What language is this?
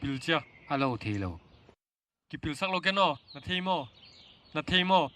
Paite Chin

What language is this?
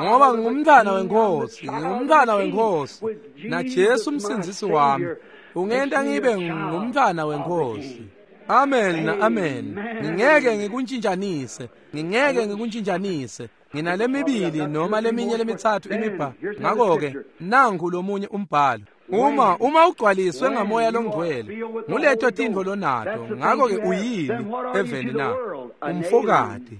Swati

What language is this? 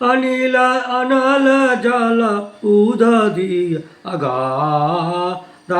Maithili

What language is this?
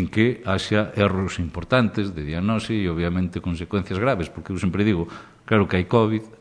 Galician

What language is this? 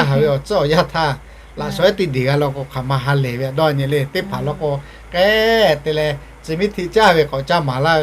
Lahu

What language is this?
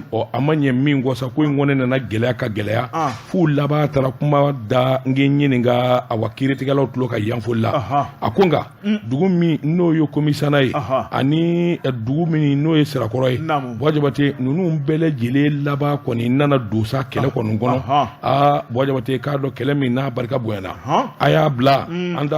Bambara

